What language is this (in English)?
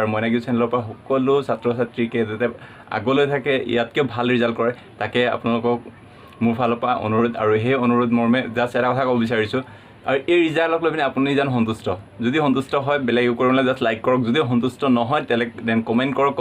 Assamese